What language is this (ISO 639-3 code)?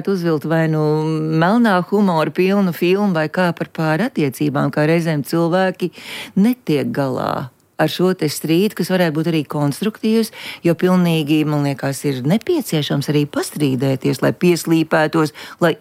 lav